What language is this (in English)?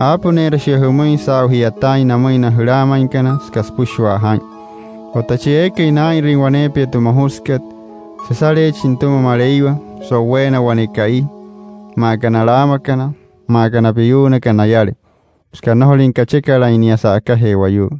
Wayuu